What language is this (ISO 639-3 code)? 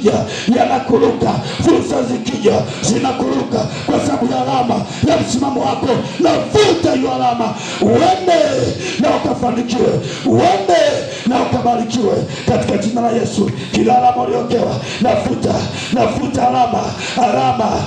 swa